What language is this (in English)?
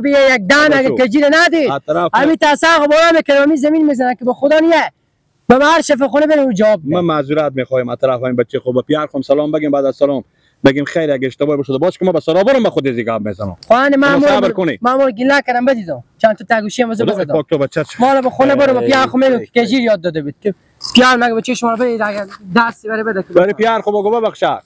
Persian